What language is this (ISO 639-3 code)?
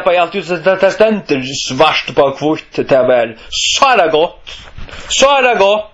fao